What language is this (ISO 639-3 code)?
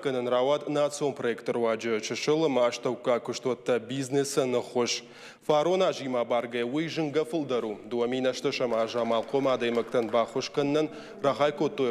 oss